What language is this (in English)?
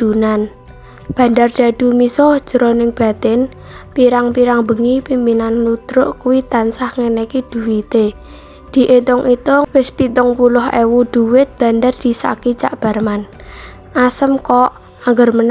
Javanese